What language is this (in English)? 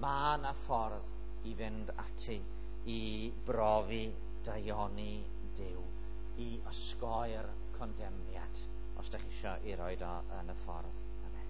Welsh